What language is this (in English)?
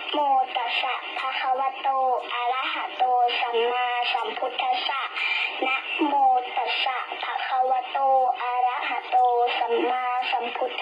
Pali